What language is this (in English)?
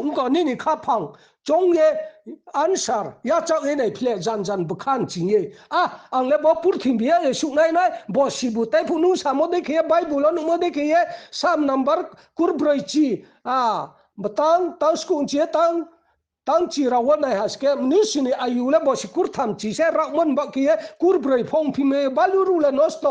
Riang (India)